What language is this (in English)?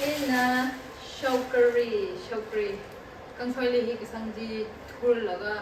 Tangkhul Naga (India)